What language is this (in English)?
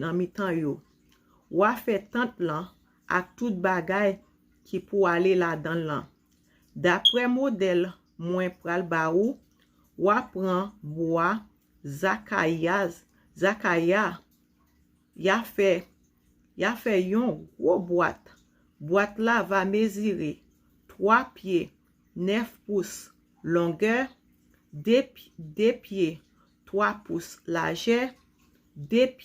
Haitian Creole